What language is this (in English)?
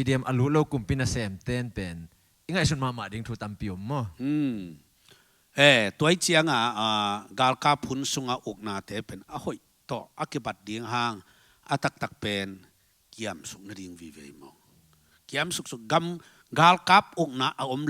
Tedim Chin